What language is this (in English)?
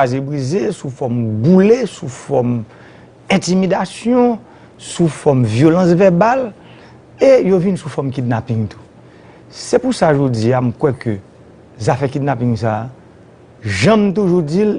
Haitian Creole